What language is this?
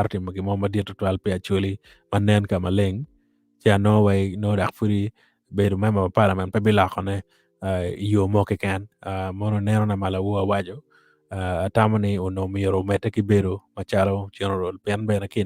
Acoli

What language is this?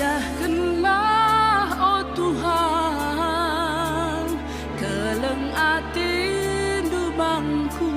Batak Karo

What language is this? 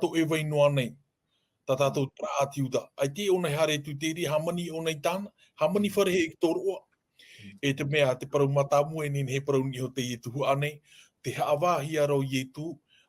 Tahitian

